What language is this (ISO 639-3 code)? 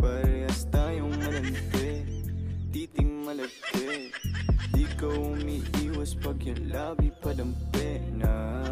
bik